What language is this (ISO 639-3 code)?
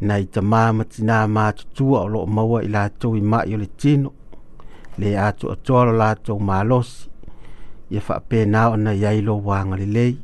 smo